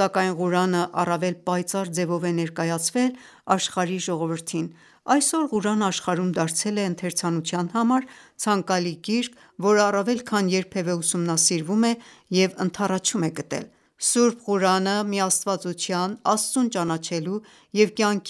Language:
Armenian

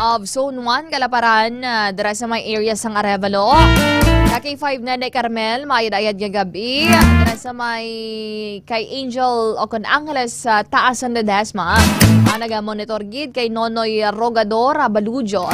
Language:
Hiligaynon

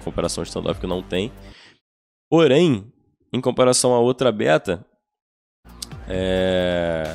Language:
Portuguese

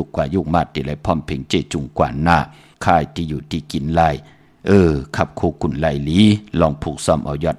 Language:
Shan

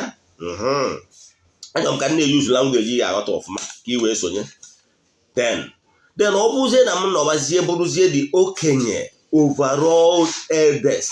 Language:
Igbo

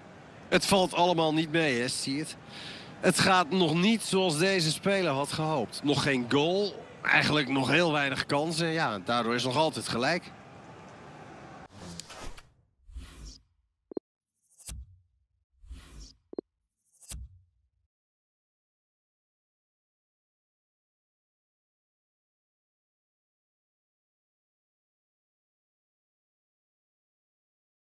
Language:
Dutch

